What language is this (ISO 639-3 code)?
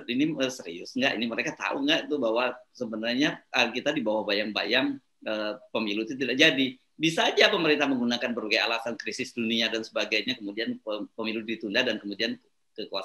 ind